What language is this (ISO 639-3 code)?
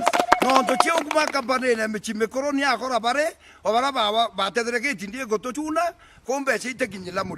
mer